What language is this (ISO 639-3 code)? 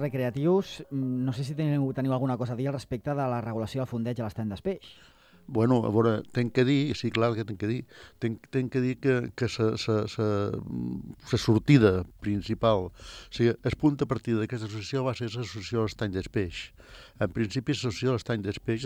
cat